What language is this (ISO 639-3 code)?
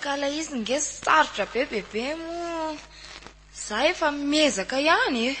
mlg